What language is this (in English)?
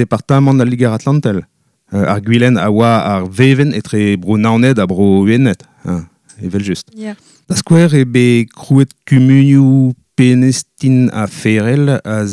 Breton